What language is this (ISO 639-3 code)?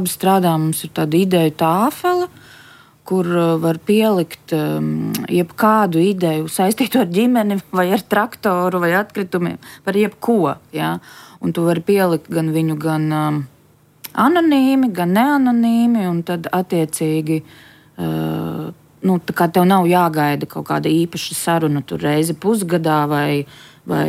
lav